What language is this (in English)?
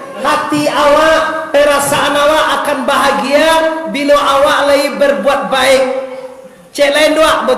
Minangkabau